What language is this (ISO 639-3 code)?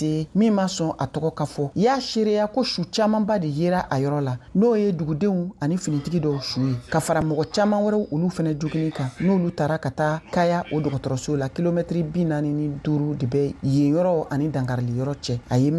bam